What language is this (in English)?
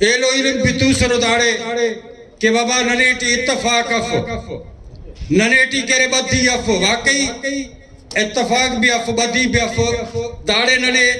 Brahui